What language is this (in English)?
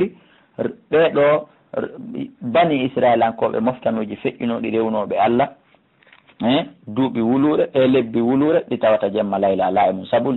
Fula